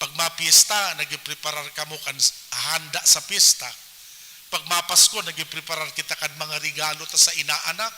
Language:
Bikol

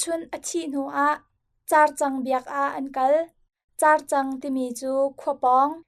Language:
Hakha Chin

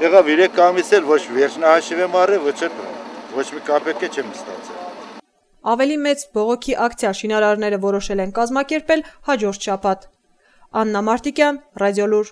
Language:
Armenian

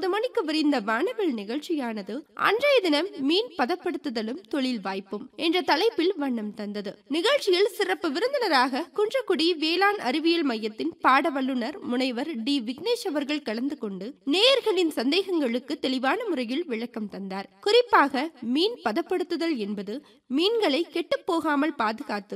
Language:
Tamil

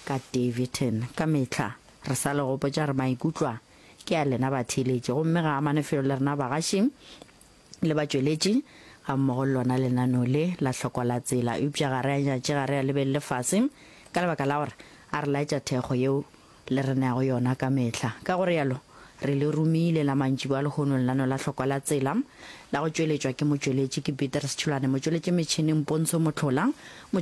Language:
Northern Sotho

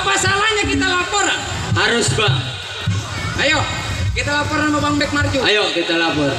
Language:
Betawi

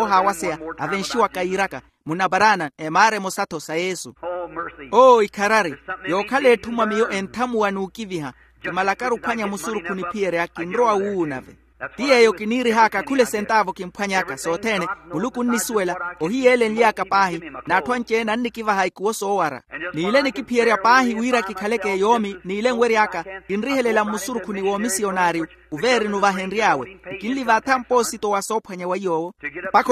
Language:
Makhuwa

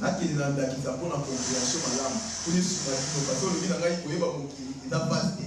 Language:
Lingala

